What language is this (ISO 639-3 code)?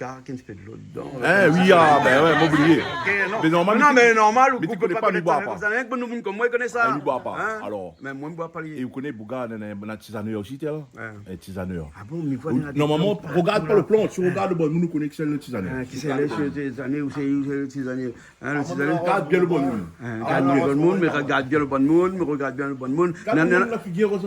rcf